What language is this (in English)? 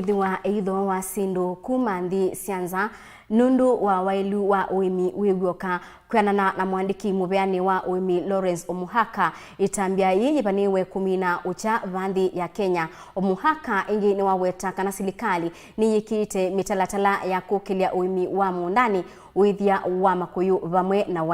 Kamba